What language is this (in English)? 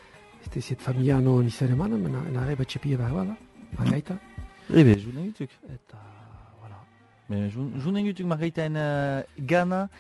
Basque